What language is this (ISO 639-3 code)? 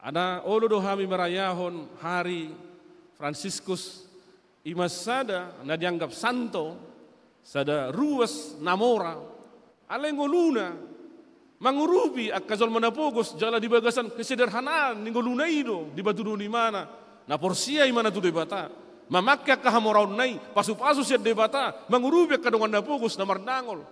bbc